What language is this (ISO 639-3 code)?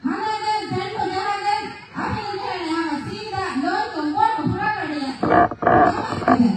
div